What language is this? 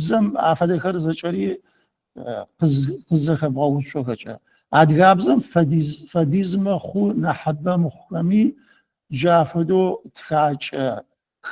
Adyghe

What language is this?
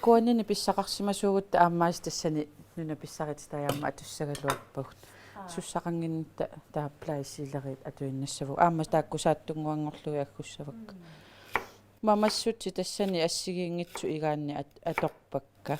Kalaallisut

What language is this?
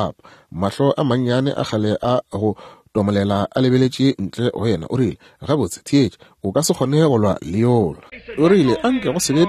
Northern Sotho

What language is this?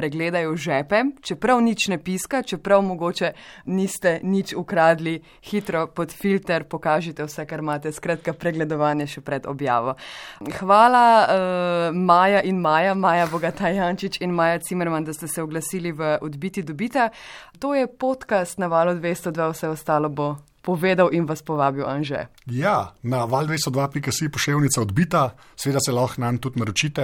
Slovenian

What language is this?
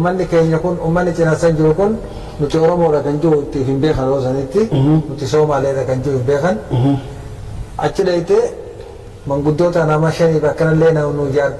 Oromo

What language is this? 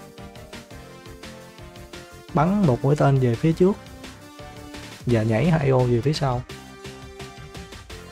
Vietnamese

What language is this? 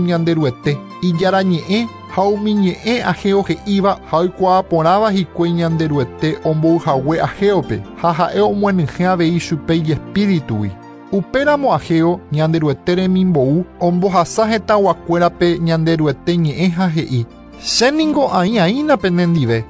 Guarani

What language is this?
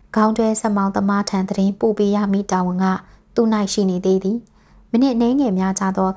Burmese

